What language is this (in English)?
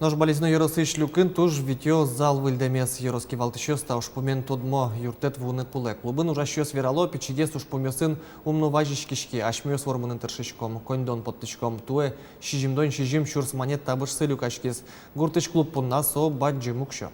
Udmurt